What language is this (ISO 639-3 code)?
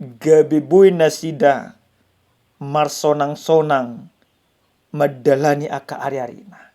bbc